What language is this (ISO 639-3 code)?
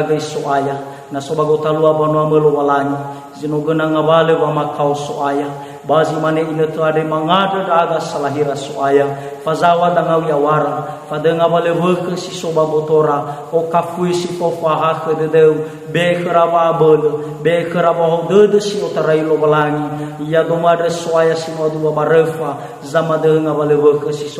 nia